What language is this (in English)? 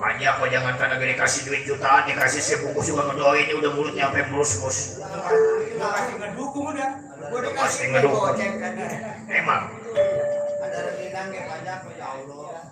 Betawi